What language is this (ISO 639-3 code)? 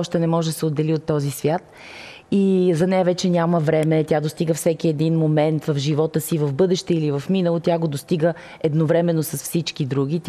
bul